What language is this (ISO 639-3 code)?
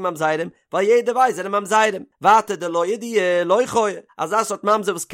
yid